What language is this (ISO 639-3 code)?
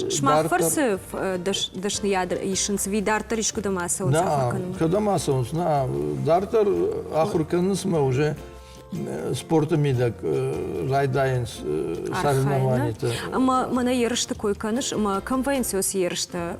oss